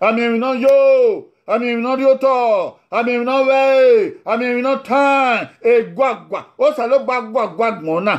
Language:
Bini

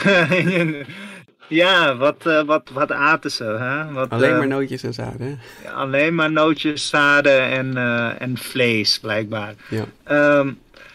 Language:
Dutch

